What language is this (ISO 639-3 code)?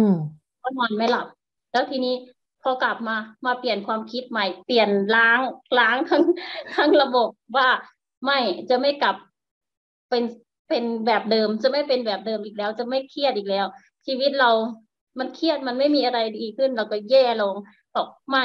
tha